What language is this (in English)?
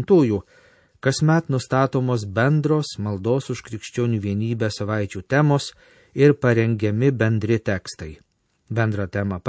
Lithuanian